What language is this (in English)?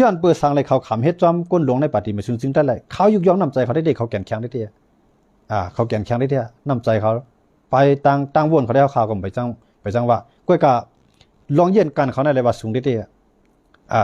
Shan